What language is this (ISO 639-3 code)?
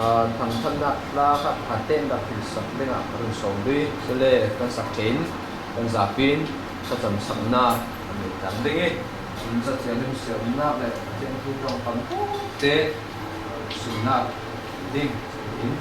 cfm